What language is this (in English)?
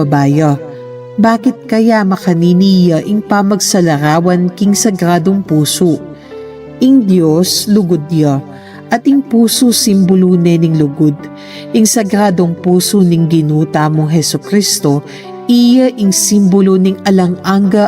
Pampanga